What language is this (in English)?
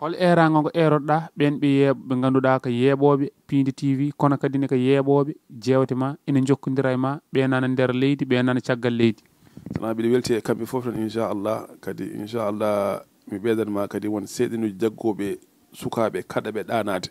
Fula